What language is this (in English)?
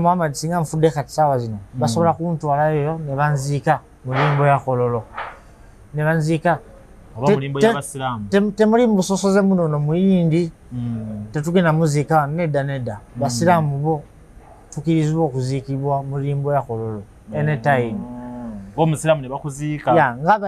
Ganda